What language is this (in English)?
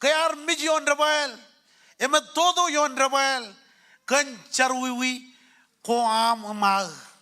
Marshallese